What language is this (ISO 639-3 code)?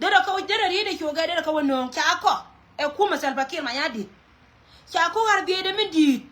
nus